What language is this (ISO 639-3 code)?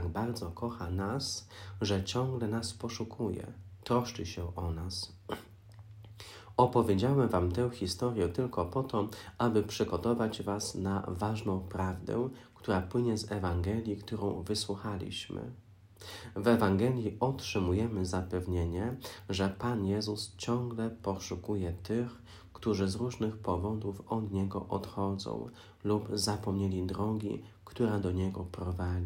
pol